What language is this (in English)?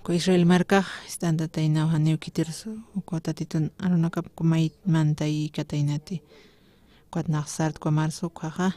Aymara